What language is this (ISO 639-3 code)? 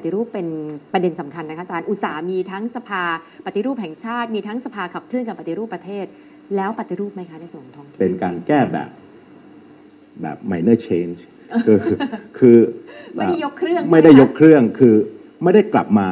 tha